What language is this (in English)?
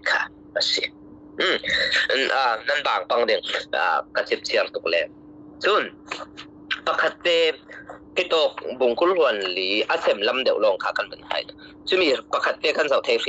Falam Chin